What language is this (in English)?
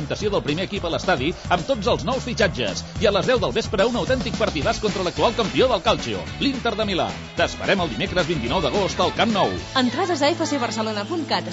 Catalan